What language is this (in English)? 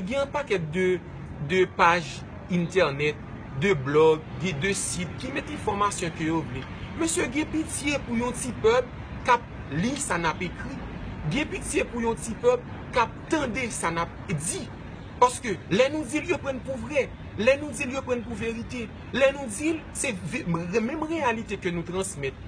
Haitian Creole